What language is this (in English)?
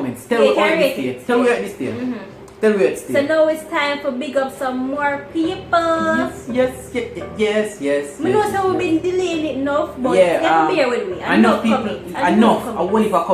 Jamaican Creole English